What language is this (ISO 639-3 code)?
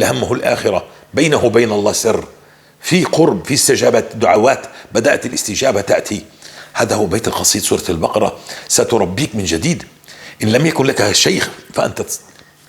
apc